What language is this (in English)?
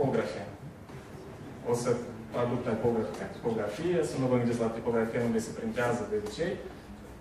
Romanian